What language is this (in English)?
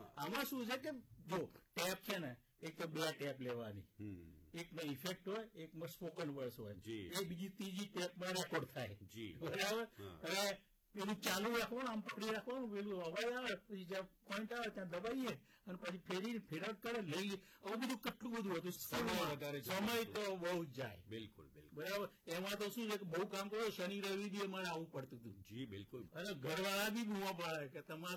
Gujarati